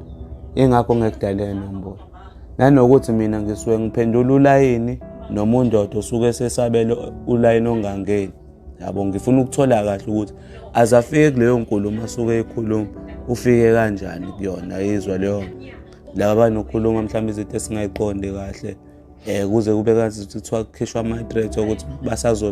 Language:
Zulu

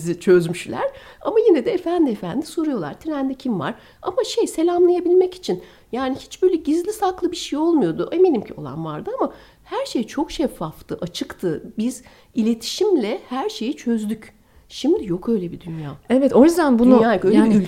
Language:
Turkish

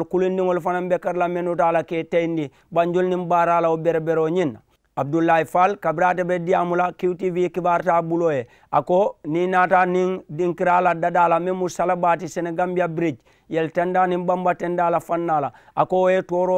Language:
Mandingo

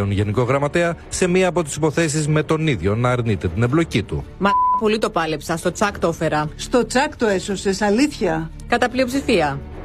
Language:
Greek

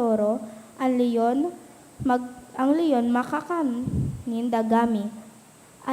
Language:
Bikol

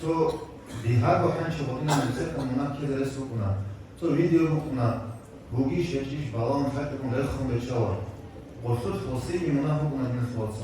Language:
Avaric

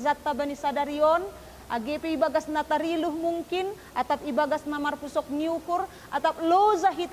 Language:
Batak Simalungun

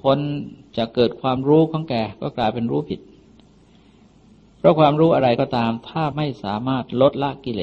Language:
Thai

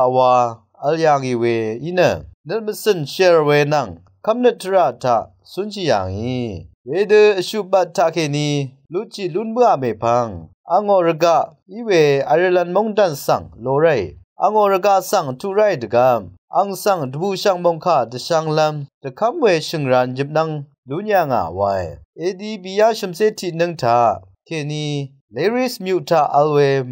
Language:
Rawang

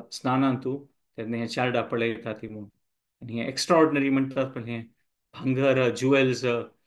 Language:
Konkani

